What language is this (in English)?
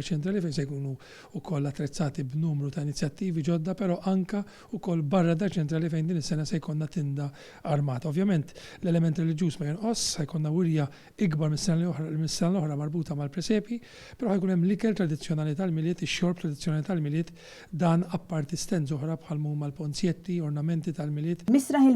Maltese